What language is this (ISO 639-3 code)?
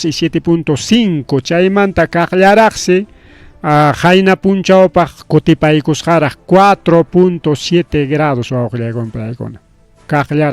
quy